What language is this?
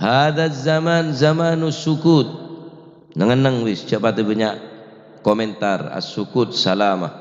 Madurese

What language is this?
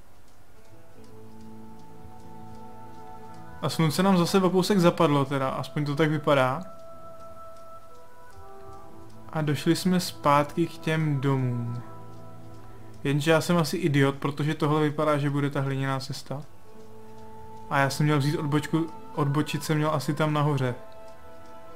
Czech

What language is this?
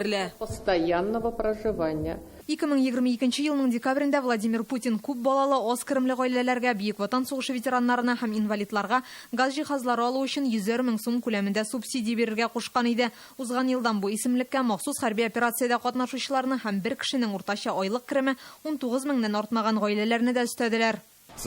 Tatar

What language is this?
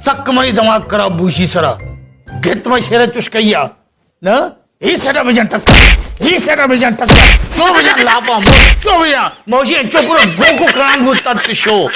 Baluchi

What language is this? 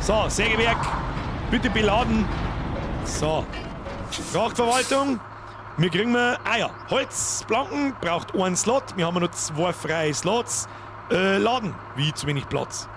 Bavarian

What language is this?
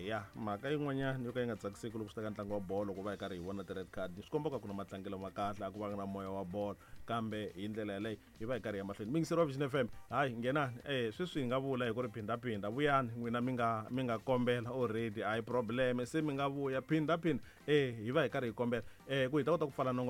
Tsonga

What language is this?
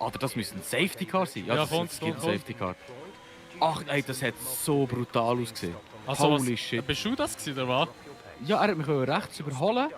Swiss German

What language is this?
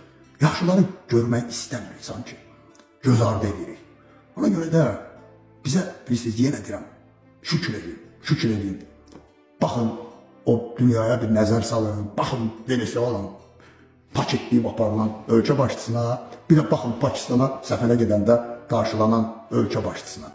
Azerbaijani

